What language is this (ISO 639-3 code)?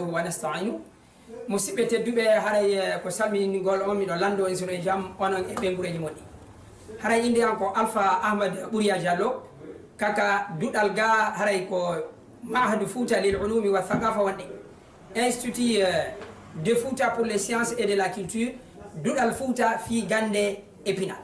ful